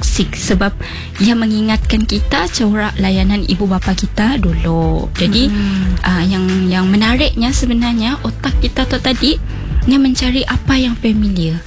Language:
Malay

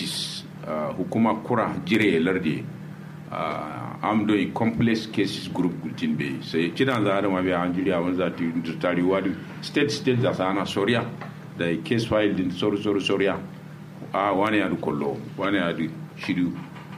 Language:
Kanuri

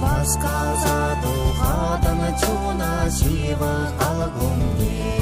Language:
Chuvash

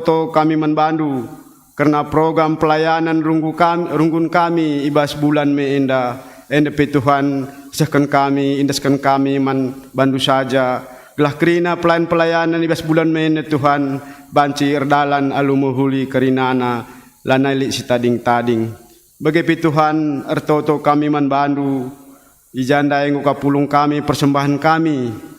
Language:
Batak Karo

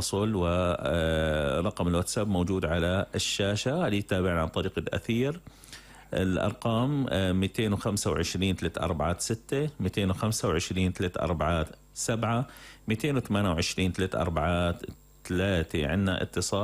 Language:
North Levantine Arabic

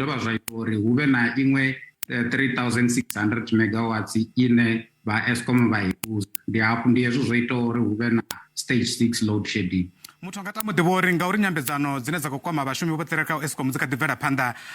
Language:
Venda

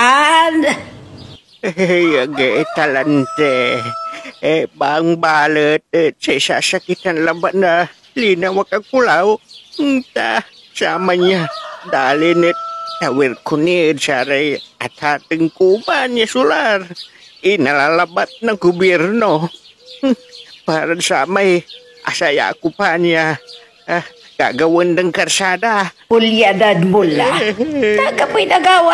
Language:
Pangasinan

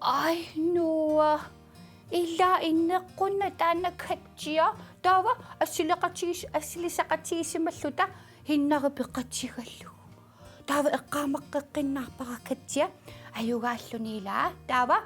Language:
Kalaallisut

